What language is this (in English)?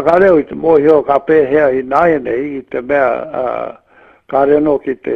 Māori